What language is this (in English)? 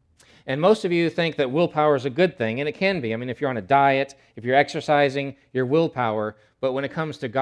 English